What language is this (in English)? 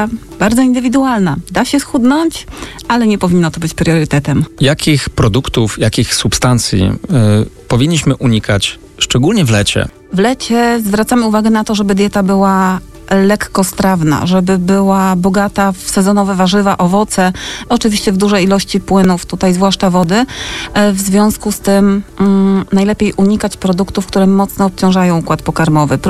Polish